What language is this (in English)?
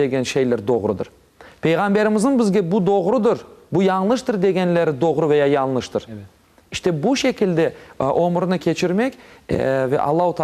Crimean Tatar